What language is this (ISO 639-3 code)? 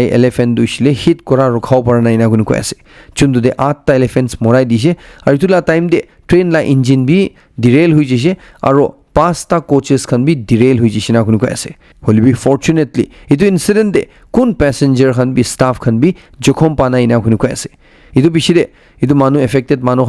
nag